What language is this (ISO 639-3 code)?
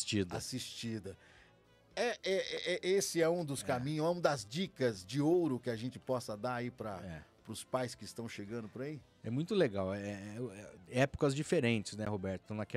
por